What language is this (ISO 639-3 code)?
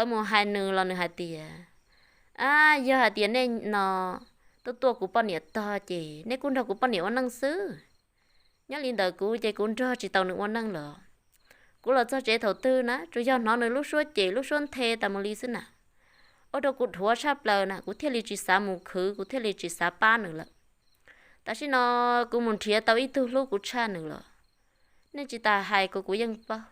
hmn